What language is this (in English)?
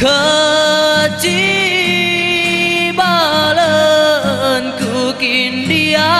Batak Karo